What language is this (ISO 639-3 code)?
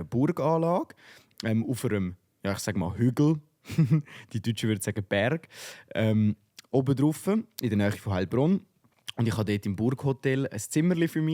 gsw